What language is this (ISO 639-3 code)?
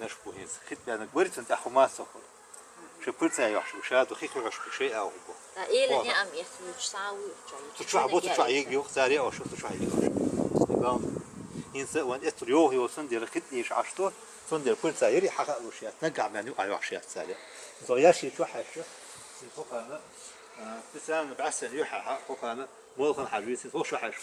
che